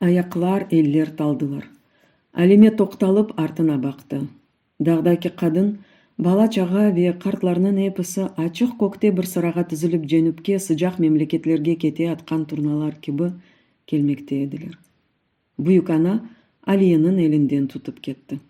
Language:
Crimean Tatar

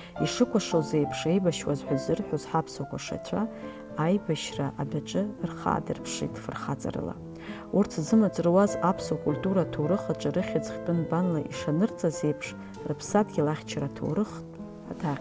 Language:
Abkhazian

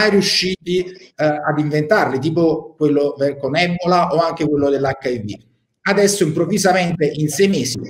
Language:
Italian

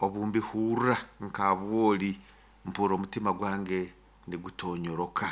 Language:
Nyoro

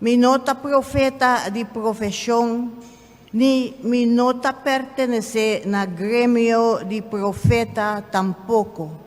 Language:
Papiamento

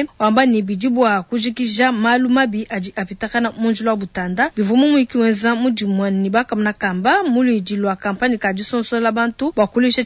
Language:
Luba-Lulua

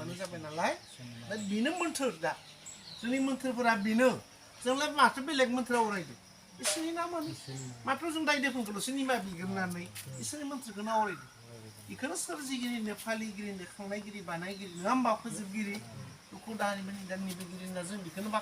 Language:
Bodo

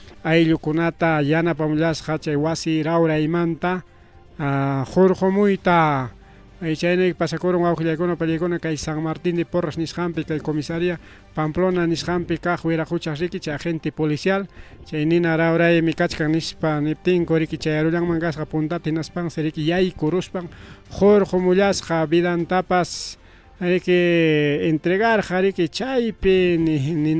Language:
Ayacucho Quechua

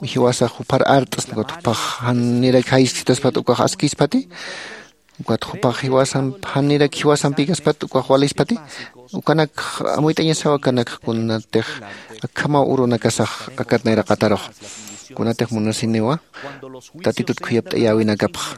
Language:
Aymara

